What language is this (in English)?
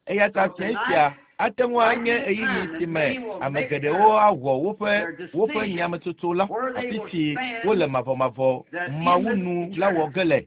Ewe